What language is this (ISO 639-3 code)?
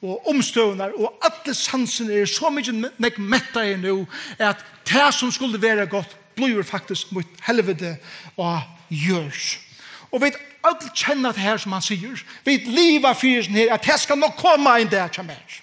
fao